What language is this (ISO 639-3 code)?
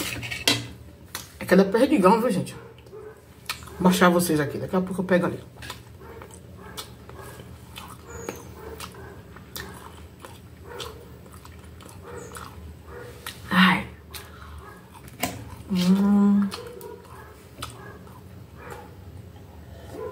por